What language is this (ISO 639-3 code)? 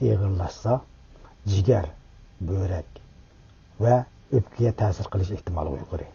uig